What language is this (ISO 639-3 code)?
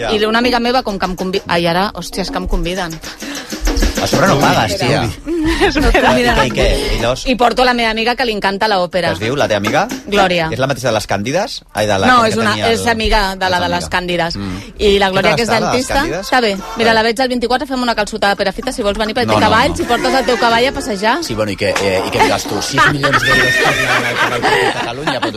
cat